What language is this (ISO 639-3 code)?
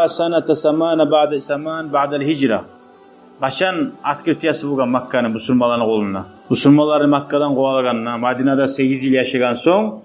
kum